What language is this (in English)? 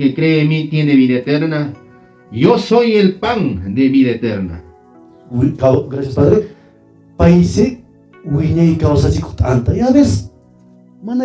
Quechua